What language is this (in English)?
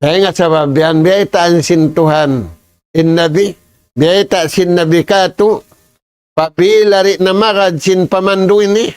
Tausug